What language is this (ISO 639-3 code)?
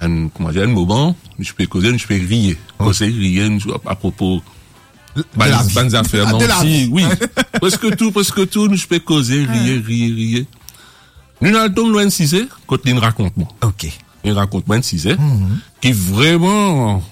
mfe